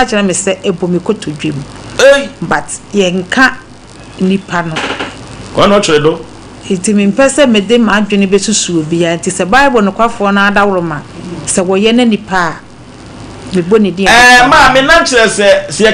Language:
Akan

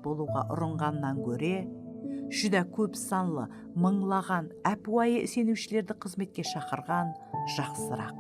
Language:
Kara-Kalpak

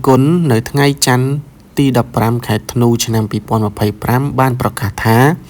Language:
Khmer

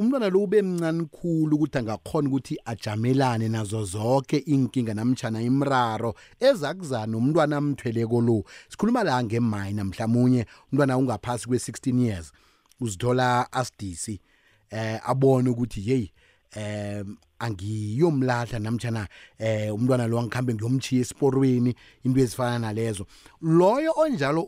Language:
South Ndebele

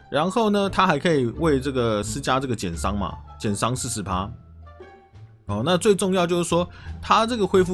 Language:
Chinese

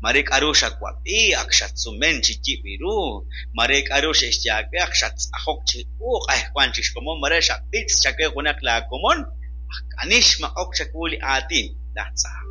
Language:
Kekchí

